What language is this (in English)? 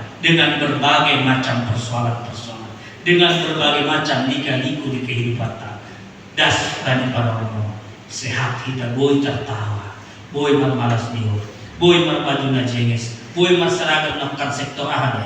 Batak Simalungun